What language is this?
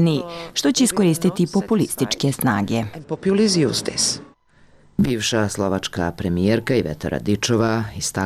Serbian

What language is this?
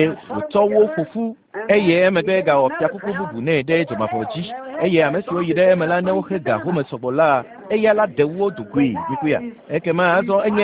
Ewe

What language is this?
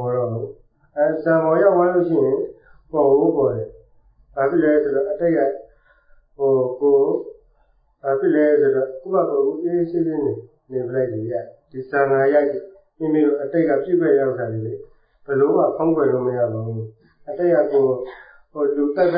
Burmese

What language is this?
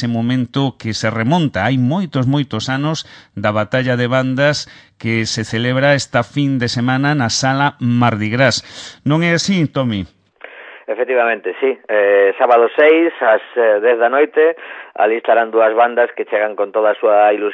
Galician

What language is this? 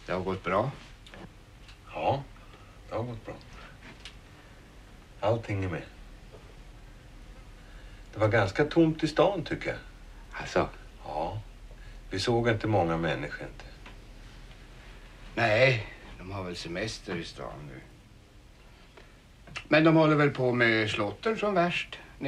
Swedish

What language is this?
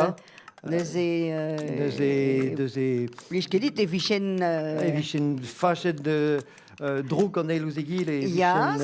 Breton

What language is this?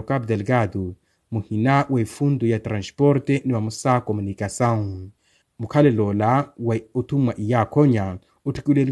Makhuwa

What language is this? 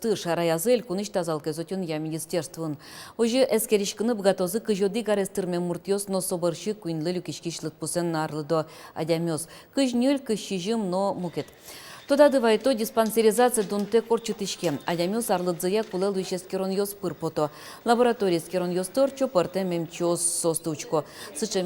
Udmurt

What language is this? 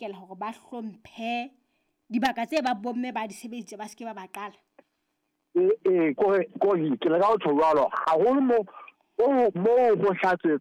Southern Sotho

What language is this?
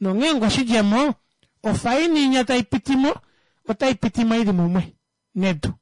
Kuanyama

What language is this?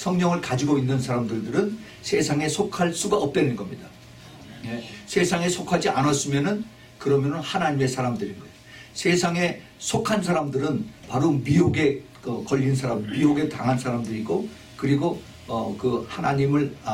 Korean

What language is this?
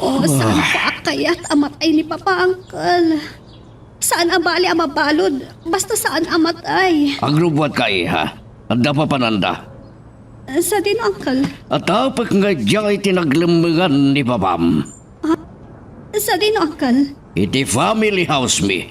Iloko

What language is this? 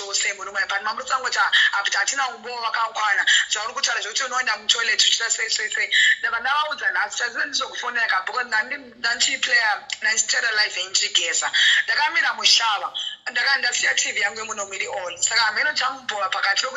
Shona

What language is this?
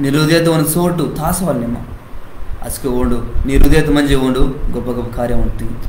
Koya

